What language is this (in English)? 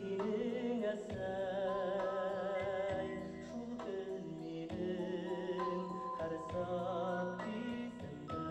Bashkir